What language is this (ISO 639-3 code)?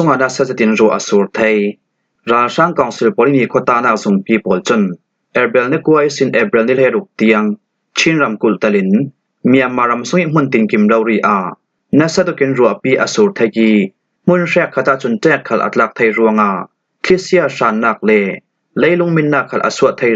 cfm